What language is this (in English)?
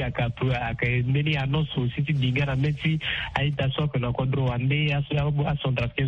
Sango